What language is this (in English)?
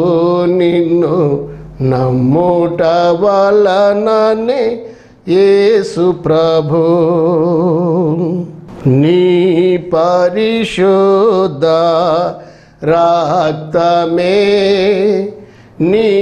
Telugu